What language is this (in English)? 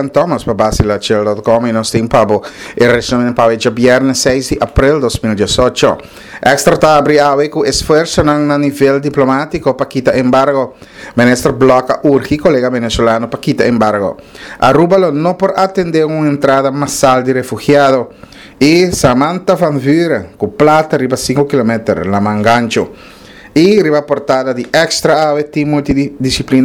Papiamento